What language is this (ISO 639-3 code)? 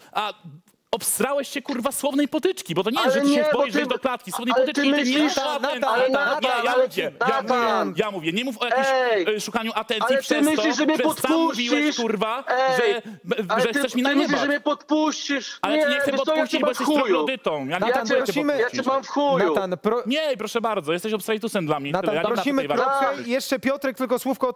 pol